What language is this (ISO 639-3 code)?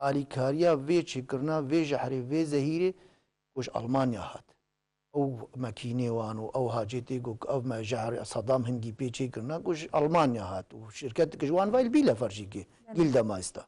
kur